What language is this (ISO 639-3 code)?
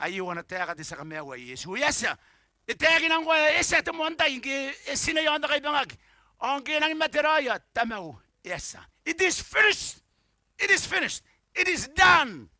gil